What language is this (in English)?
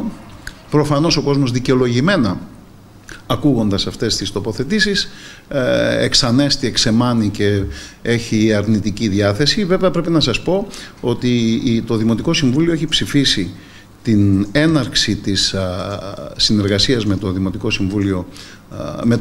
Greek